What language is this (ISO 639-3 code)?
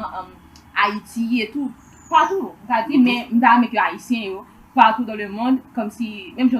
hat